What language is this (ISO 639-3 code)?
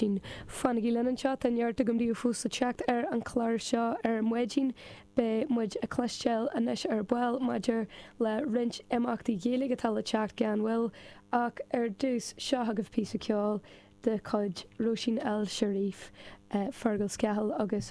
gle